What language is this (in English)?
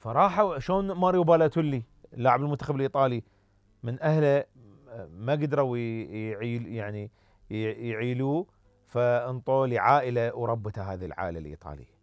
Mesopotamian Arabic